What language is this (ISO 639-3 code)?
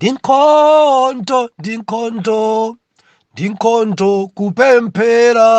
nya